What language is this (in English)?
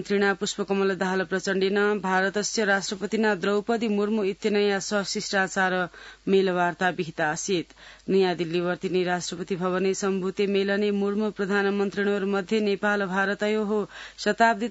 Sanskrit